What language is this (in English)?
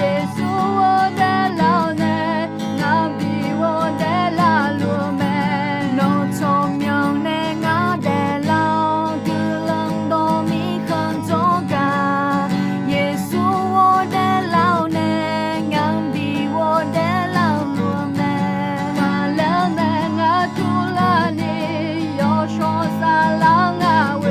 Akha